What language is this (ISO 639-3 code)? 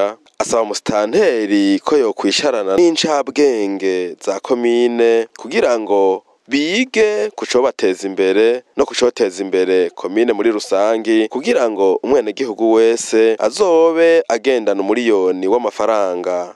run